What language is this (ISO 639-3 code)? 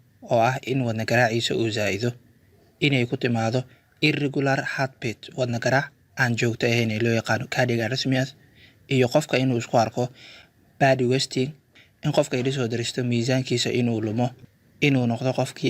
som